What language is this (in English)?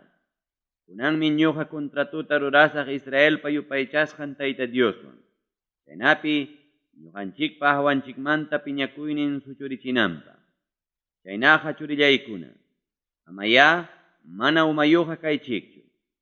Ayacucho Quechua